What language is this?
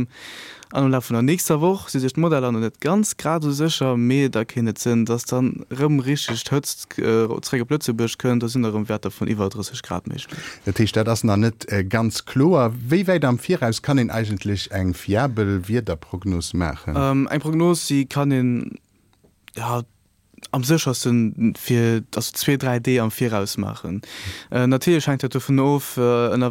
Luxembourgish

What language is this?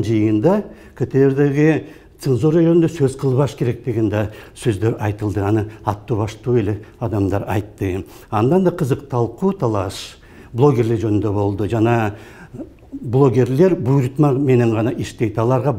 Kyrgyz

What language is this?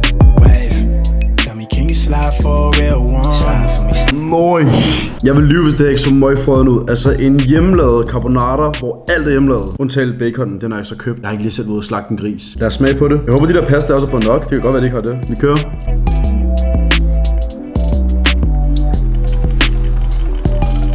Danish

